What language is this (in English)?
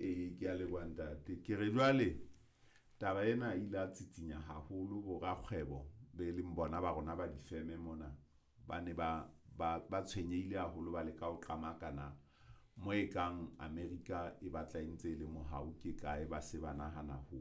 Southern Sotho